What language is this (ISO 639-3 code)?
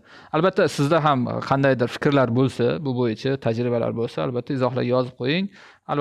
uzb